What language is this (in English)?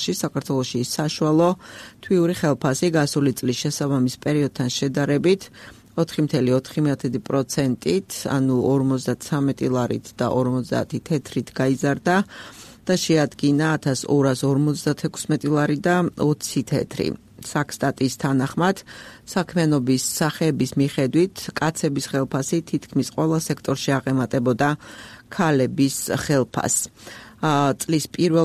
Georgian